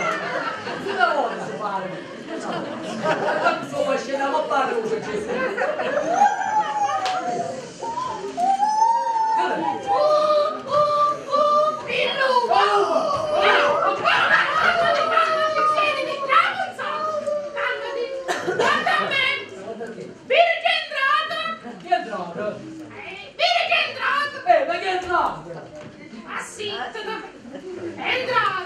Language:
Italian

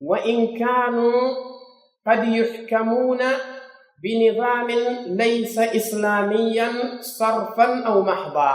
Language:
Pular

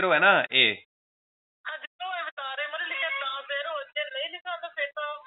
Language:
Punjabi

